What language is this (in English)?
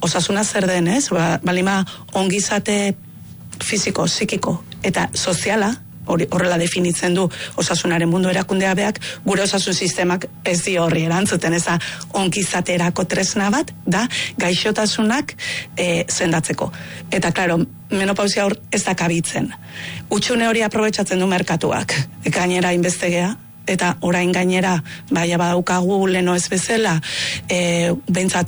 Basque